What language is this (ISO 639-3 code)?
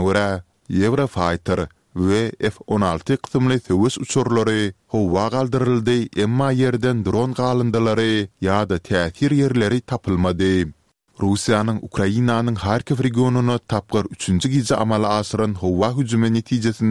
tuk